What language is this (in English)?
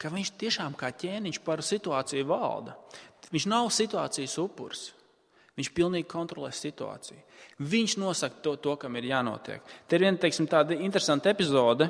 Latvian